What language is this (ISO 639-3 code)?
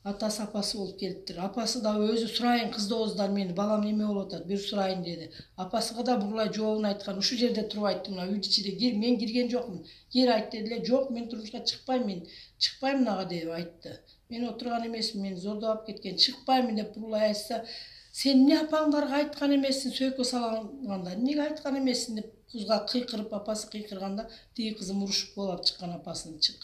kir